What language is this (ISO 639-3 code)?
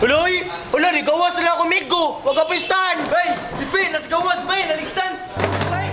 ceb